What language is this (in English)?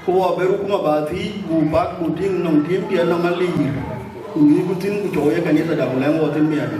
Dinka